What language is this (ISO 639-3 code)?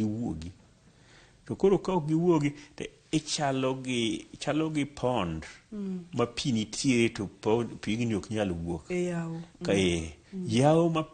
luo